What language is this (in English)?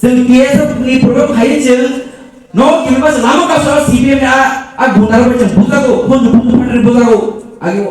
Kok Borok